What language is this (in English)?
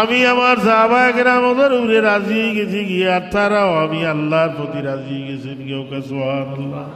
Sylheti